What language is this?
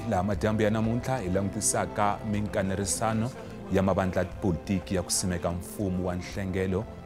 Tsonga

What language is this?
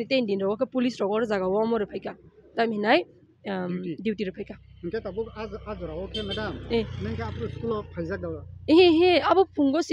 Kok Borok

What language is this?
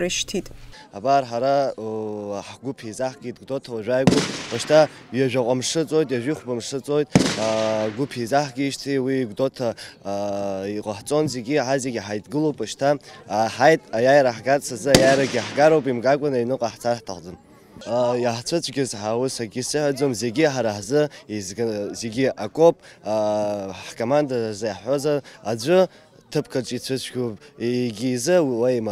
Abkhazian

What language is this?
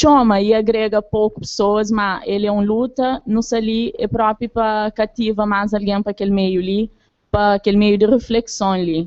Kabuverdianu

